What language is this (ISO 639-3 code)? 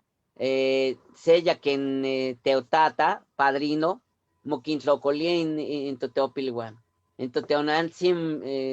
nhe